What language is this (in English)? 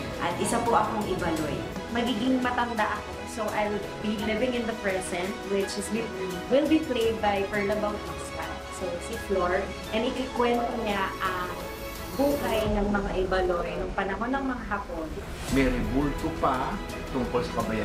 Filipino